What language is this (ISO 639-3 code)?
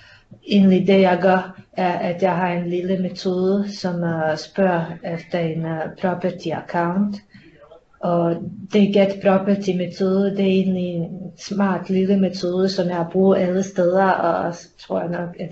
dan